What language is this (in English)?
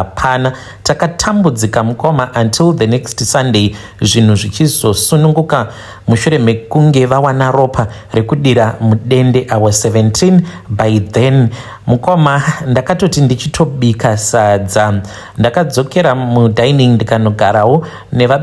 Shona